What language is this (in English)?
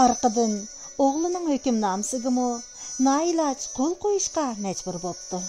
Uyghur